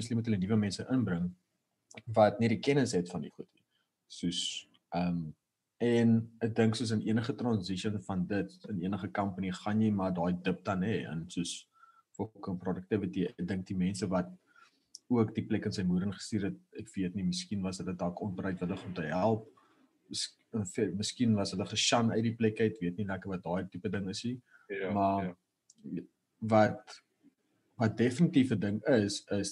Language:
Afrikaans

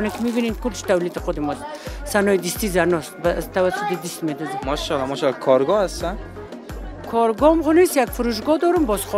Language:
Persian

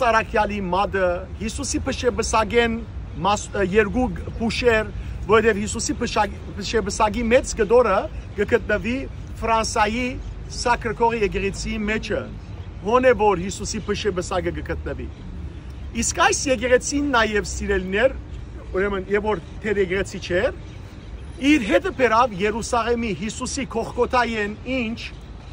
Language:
Western Armenian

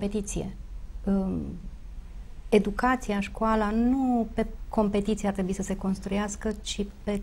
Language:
Romanian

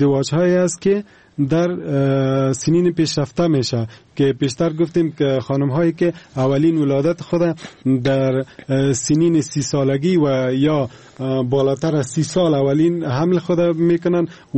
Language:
Persian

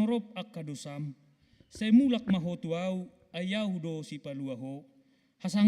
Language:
Batak Toba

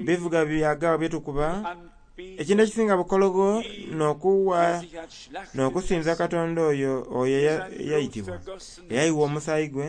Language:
Soga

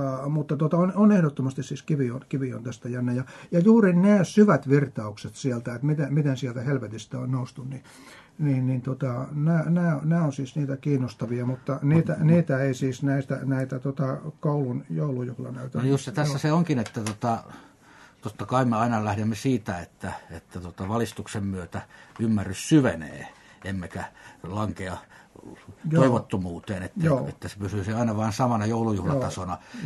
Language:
Finnish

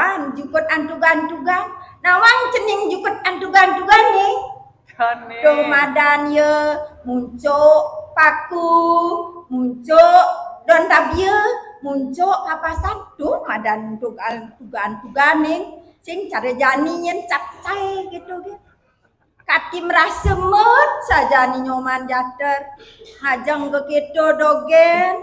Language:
Balinese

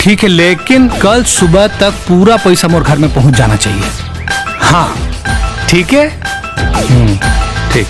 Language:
Chhattisgarhi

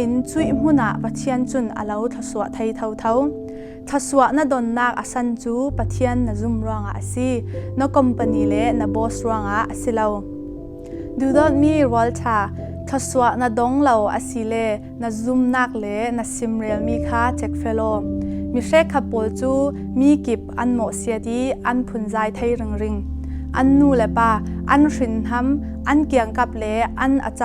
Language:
Falam Chin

